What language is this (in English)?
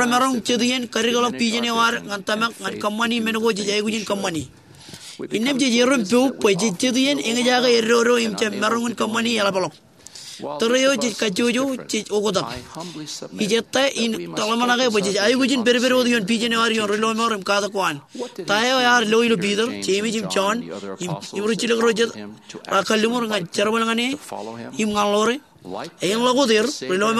Marshallese